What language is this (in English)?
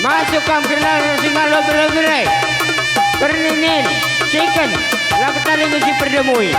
Batak Karo